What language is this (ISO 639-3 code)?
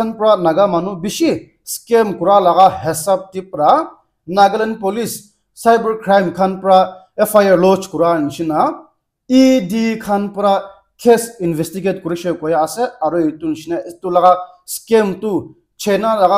nag